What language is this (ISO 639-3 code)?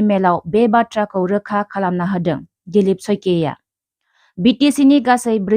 brx